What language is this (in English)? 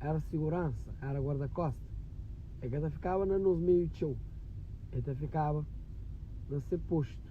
Kabuverdianu